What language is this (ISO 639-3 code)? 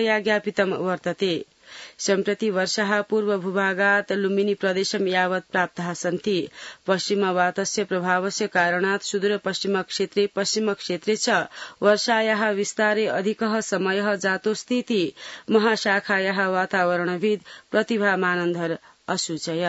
san